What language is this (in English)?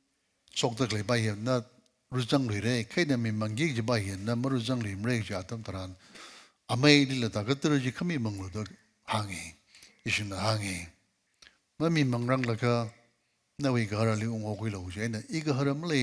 Tangkhul Naga (India)